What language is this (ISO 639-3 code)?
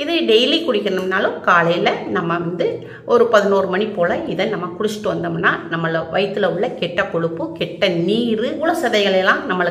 tam